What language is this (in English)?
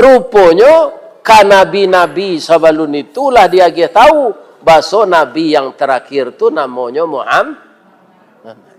Minangkabau